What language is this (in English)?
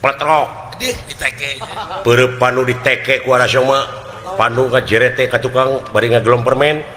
Sundanese